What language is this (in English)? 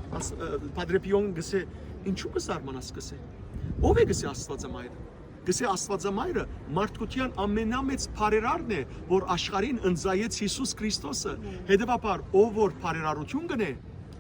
Western Armenian